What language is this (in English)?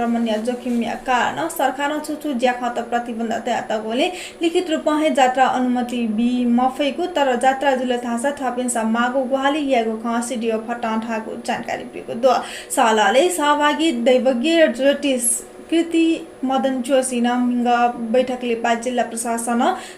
Newari